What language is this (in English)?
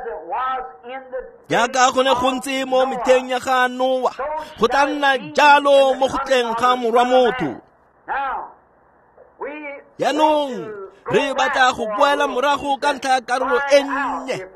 Tswana